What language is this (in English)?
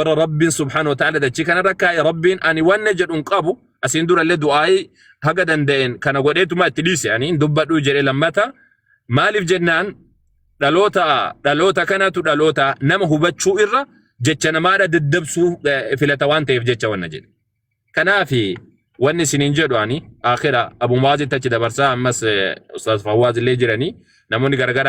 Oromo